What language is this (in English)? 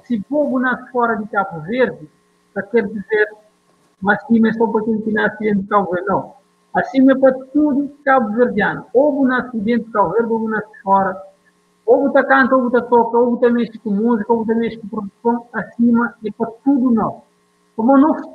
Kabuverdianu